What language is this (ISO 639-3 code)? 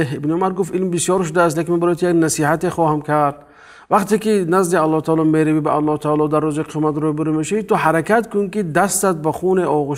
tgk